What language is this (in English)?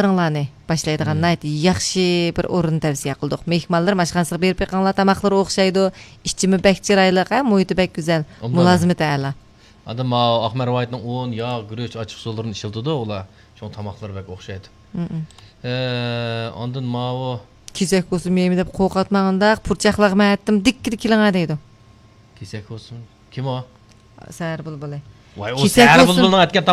Uyghur